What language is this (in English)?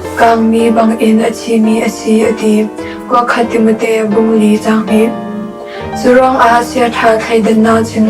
Falam Chin